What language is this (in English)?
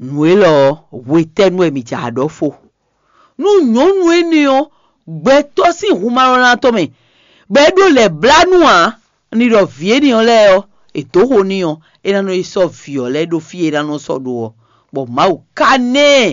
Fon